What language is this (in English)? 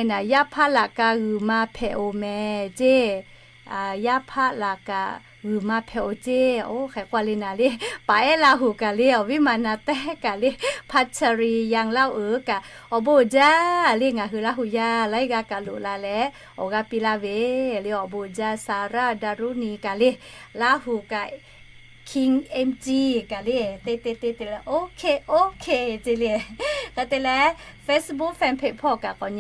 Lahu